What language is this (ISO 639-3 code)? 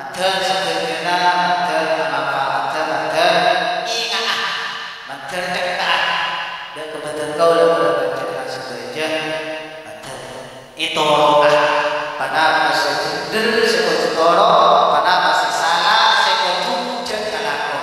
mad